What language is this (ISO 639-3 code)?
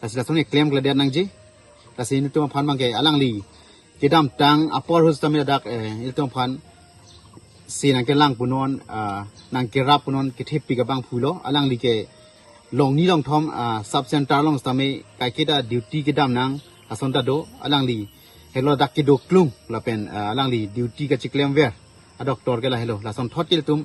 mjw